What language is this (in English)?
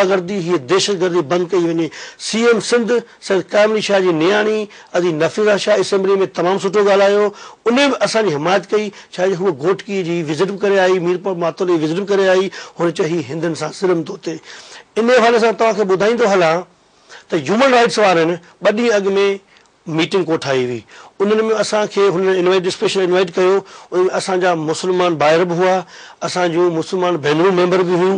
Sindhi